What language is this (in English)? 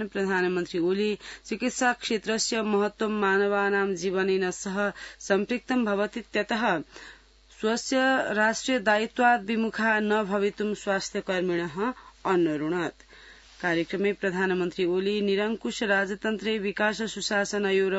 Sanskrit